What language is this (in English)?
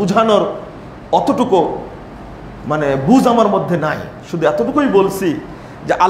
Bangla